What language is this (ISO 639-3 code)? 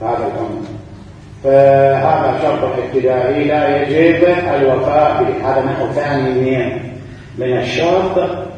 acm